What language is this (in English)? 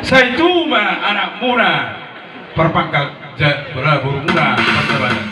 Batak Toba